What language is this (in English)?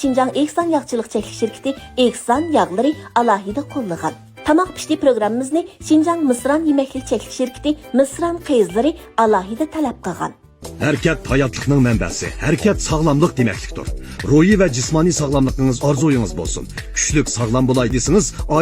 Uyghur